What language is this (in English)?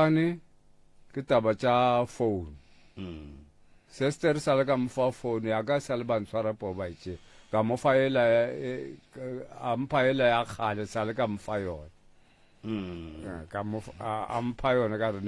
Northern Sotho